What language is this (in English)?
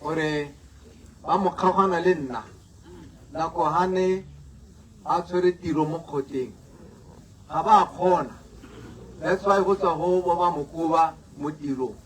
Tswana